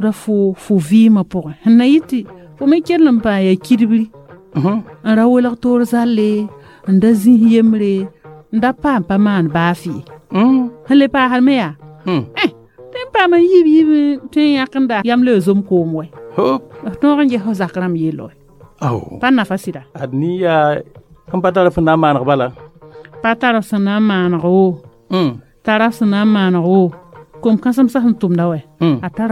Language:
Mossi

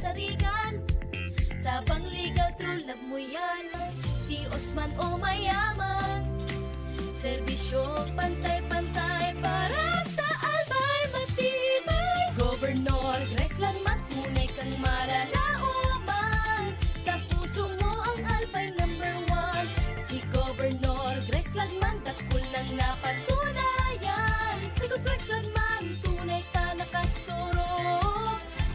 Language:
Bikol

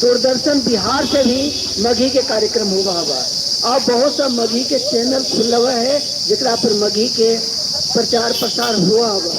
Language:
Magahi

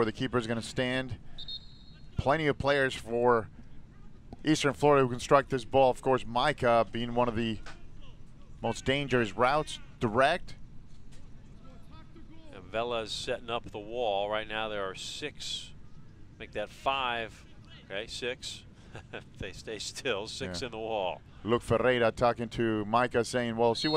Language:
English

